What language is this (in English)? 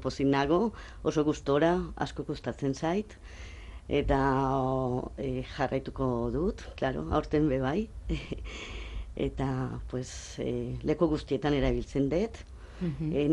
Basque